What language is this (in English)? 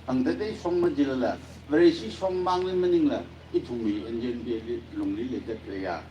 Tangkhul Naga (India)